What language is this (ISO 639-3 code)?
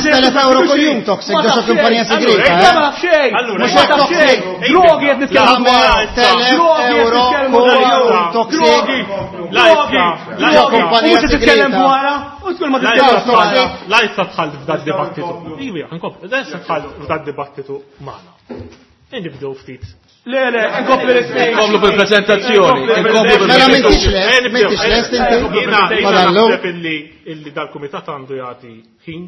mlt